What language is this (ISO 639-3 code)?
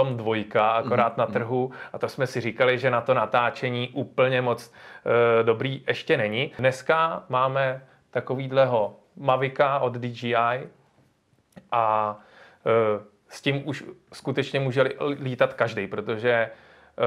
ces